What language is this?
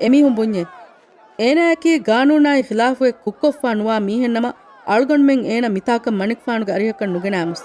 Divehi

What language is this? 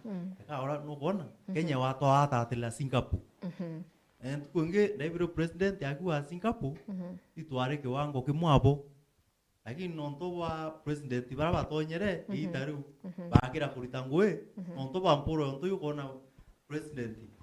Meru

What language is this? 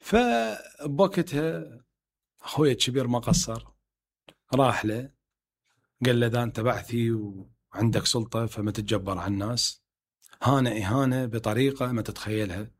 Mesopotamian Arabic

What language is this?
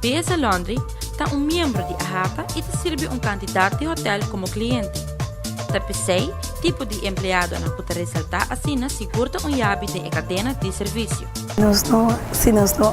Papiamento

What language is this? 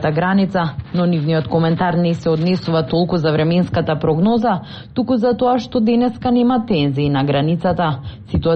Macedonian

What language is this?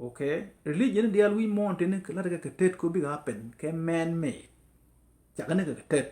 Nuer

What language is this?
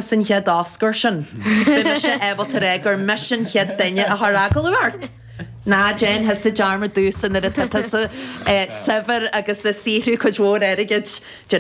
Irish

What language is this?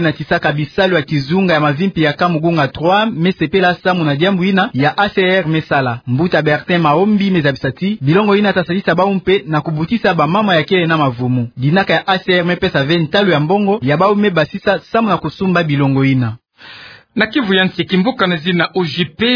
Kituba (Democratic Republic of Congo)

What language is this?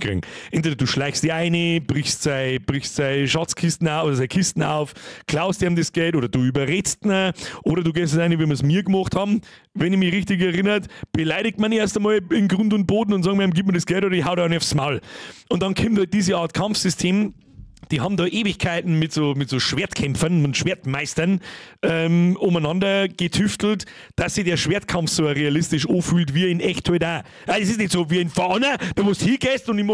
Bavarian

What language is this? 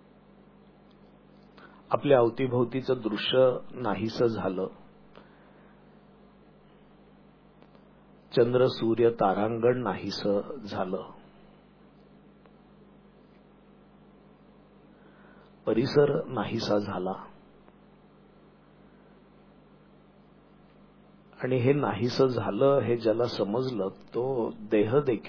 Marathi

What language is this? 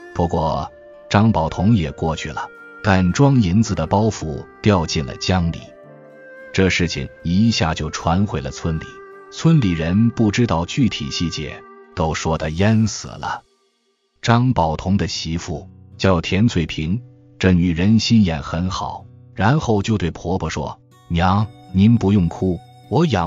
Chinese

